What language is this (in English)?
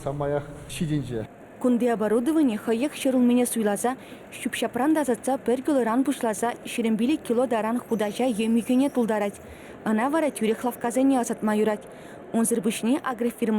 Chuvash